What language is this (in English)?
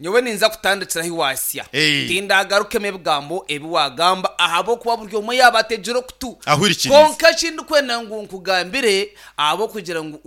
Nyankole